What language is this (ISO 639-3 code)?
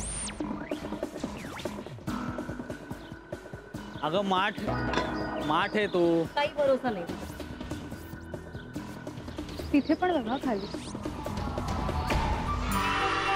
mar